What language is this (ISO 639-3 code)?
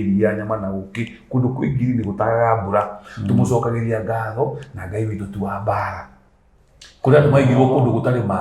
kik